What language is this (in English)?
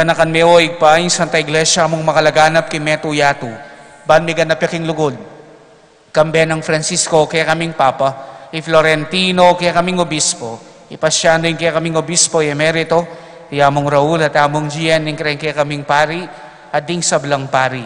Pampanga